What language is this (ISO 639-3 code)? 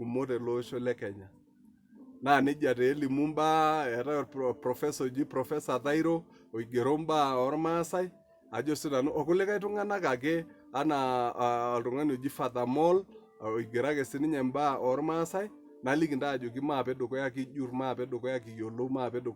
mas